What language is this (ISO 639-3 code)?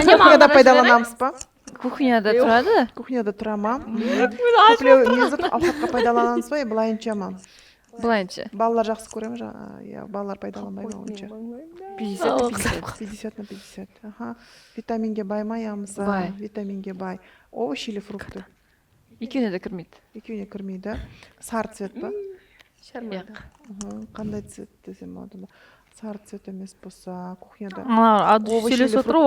kaa